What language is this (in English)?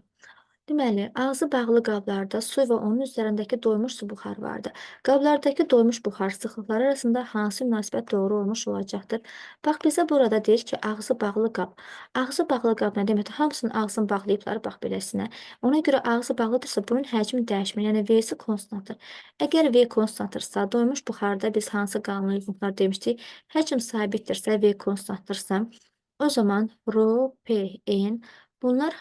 Azerbaijani